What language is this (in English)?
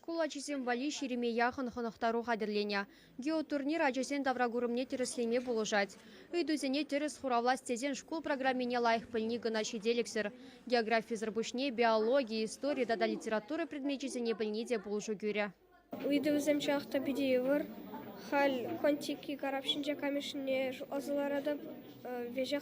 Chuvash